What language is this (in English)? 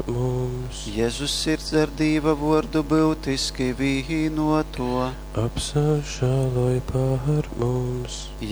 Latgalian